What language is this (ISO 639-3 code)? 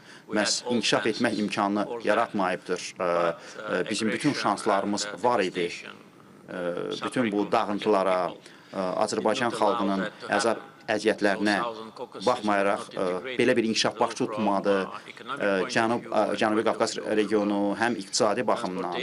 aze